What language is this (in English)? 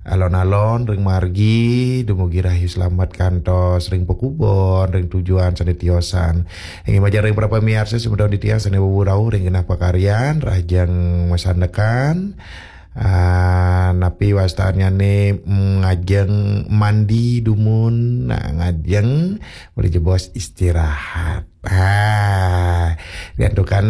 Balinese